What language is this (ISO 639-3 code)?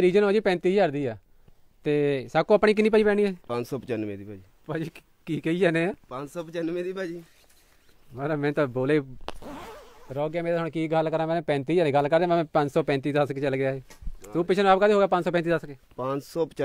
pan